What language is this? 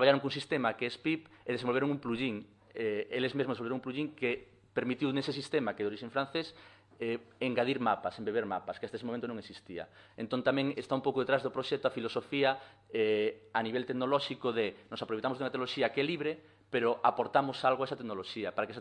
Galician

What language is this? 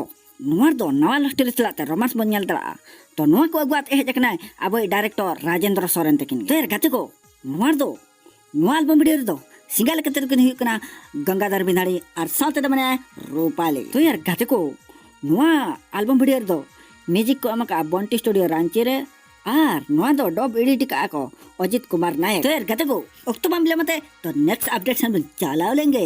Santali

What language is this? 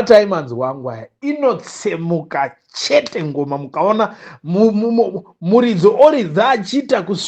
Shona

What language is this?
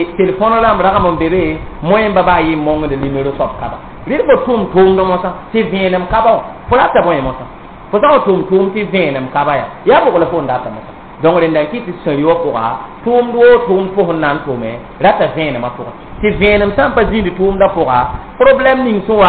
Mossi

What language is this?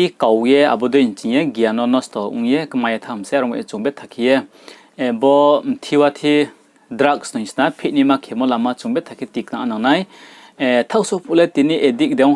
Riang (India)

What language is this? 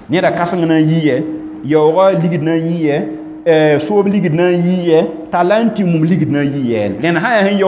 Mossi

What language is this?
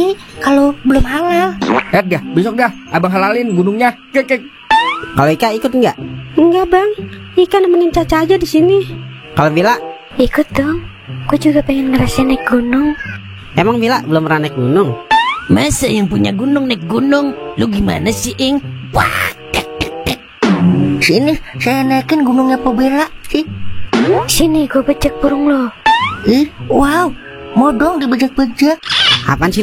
Betawi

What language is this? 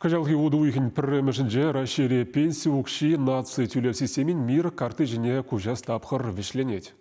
Chuvash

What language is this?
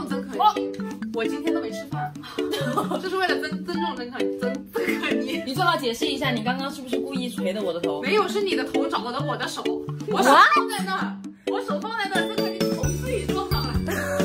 Chinese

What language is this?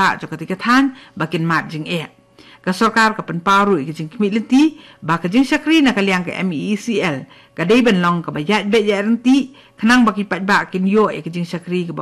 Khasi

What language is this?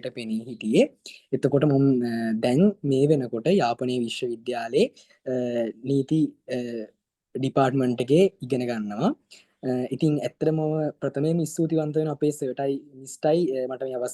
Sinhala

